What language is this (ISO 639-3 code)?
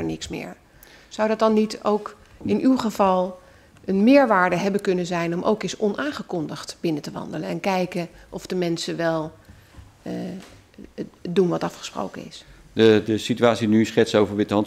nld